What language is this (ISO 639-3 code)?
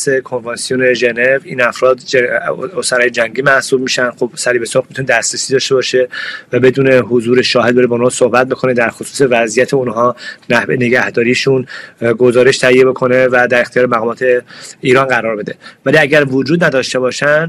fas